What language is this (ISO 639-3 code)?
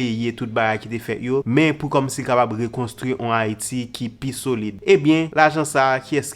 hat